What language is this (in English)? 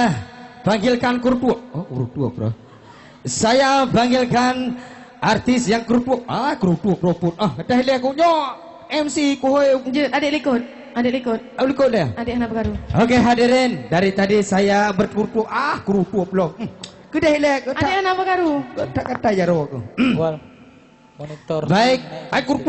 Achinese